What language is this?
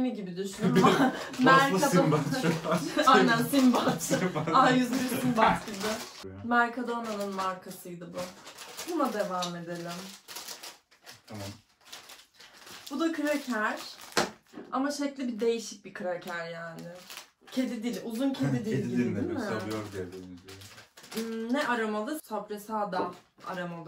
Turkish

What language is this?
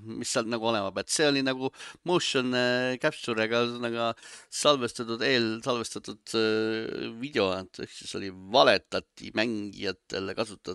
Estonian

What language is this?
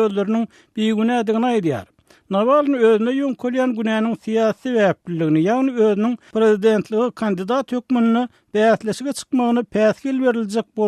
Turkmen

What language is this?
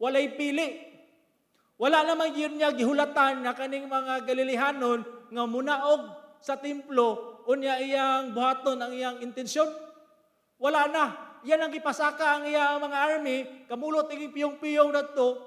Cebuano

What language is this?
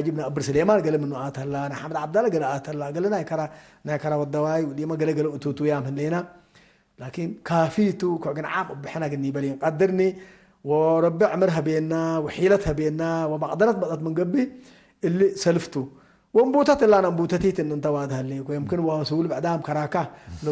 Tigre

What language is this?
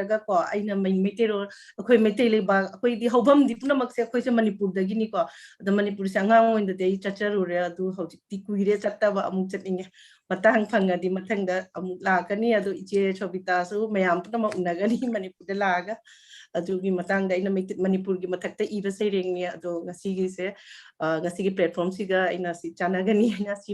Manipuri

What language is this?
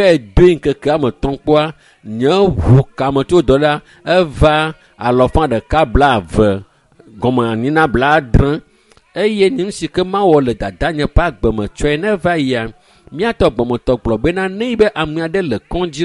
Ewe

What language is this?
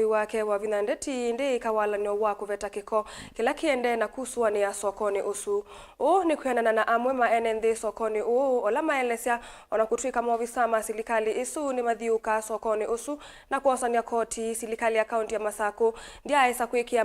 Kamba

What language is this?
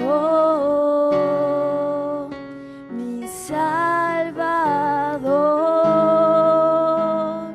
Aymara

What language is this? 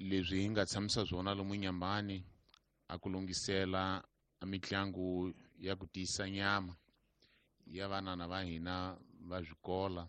Tsonga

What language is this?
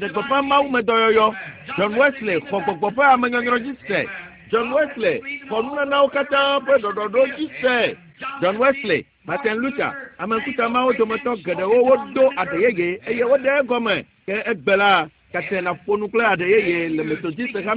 Ewe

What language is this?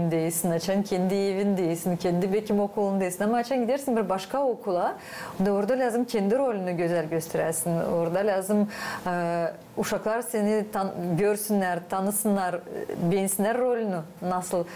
Gagauz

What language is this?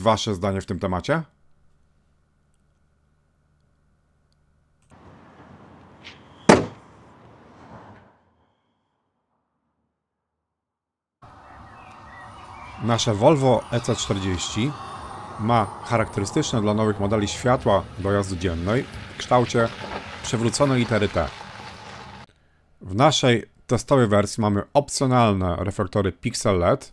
Polish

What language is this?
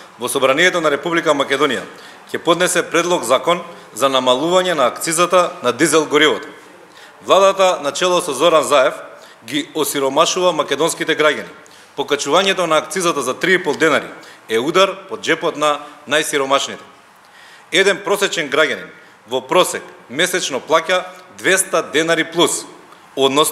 Macedonian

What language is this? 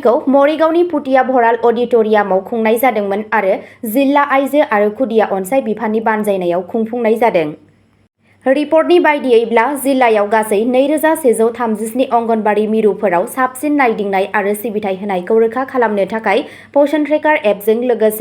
Bodo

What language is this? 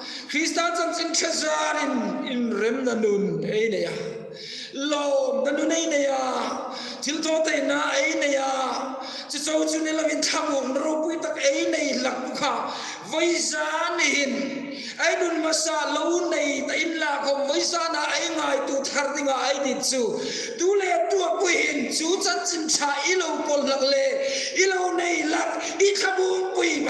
Hmar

